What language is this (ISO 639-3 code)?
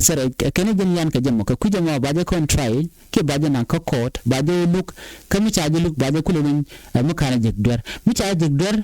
nus